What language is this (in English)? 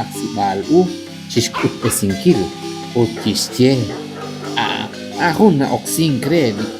Kekchí